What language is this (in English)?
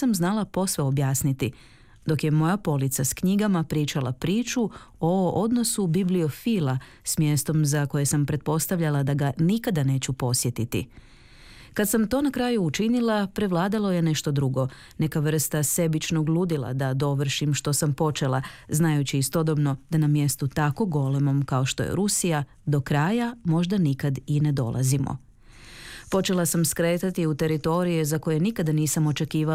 Croatian